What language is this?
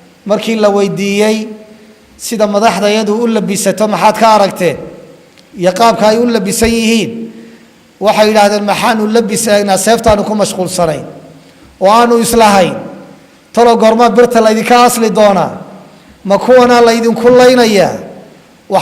Somali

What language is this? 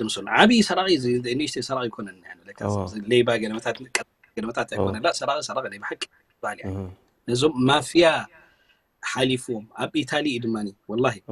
Tigrinya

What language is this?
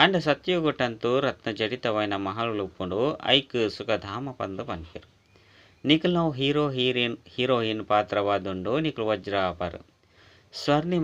Tulu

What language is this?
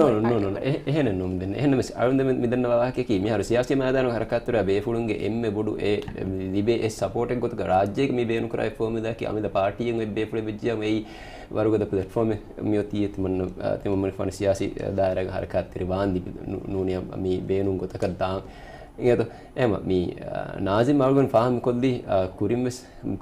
Divehi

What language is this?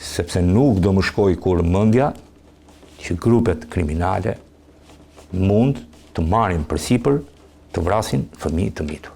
Albanian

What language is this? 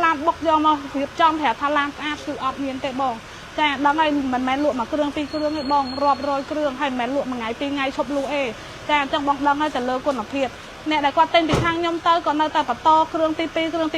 Khmer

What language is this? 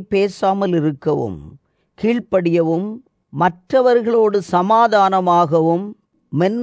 Tamil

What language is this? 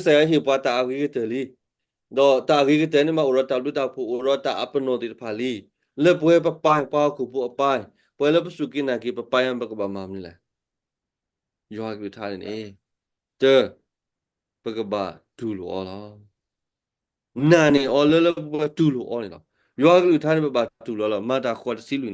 S'gaw Karen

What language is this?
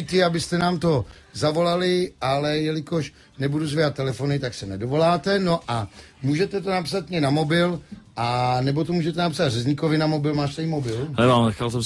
Czech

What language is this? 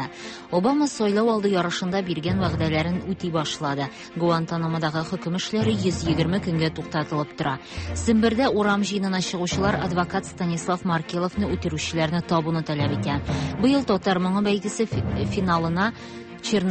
Tatar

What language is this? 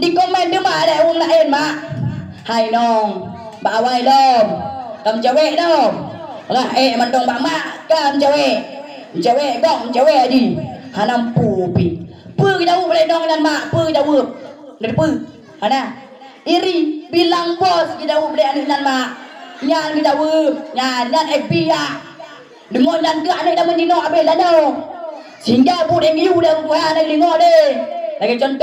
Achinese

